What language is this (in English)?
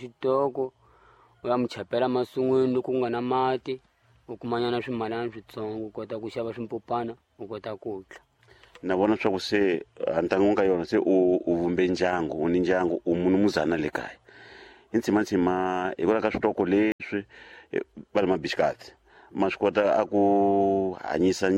Tsonga